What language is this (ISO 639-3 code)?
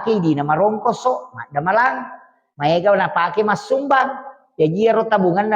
bug